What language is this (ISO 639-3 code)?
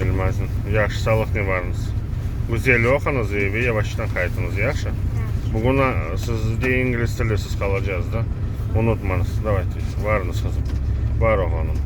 crh